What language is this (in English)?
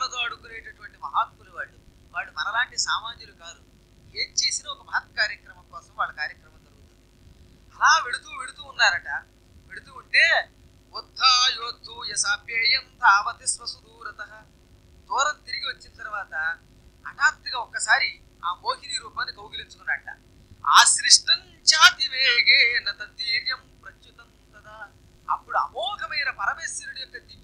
Telugu